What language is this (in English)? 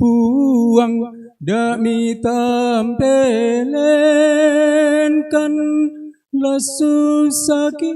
Toraja-Sa'dan